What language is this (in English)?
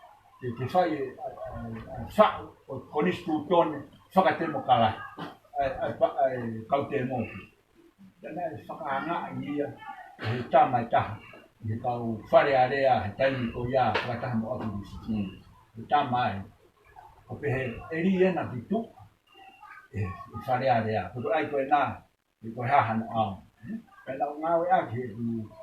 Tongan